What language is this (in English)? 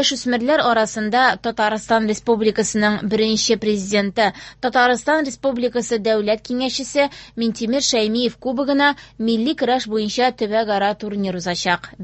Tatar